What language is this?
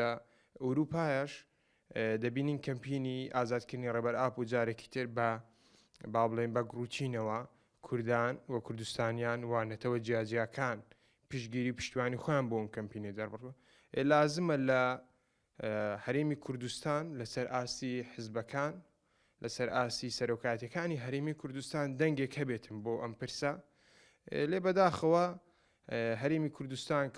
Central Kurdish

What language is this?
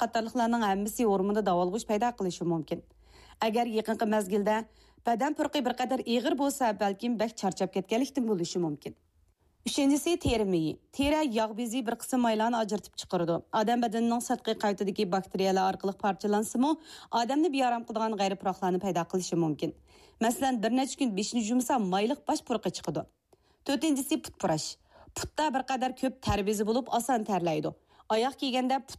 Uyghur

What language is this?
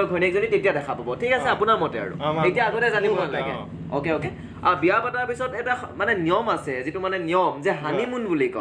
Assamese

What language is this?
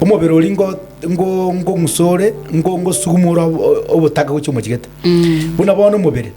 Gusii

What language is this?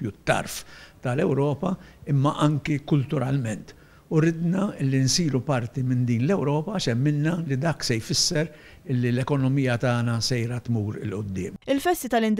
Maltese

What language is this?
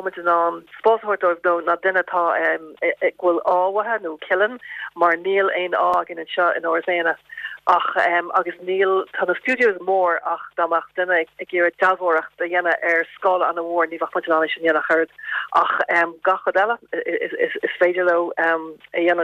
Irish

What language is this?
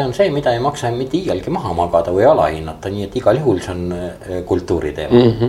Estonian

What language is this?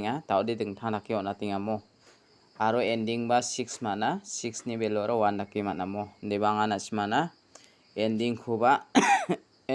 Garo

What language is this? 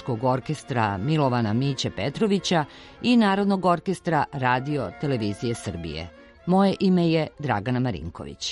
Serbian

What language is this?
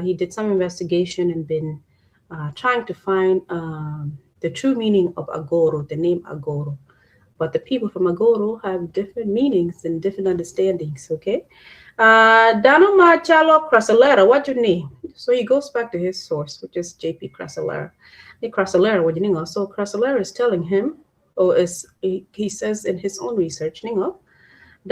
Acoli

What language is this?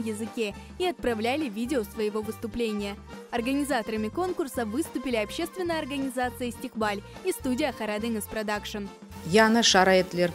Crimean Tatar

